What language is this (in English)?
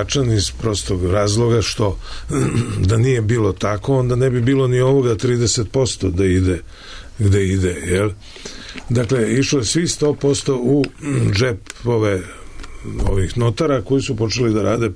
Serbian